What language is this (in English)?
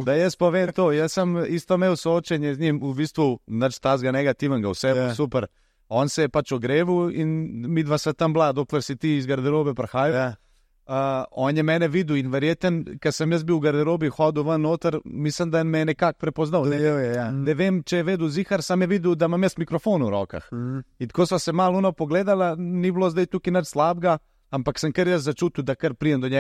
Slovenian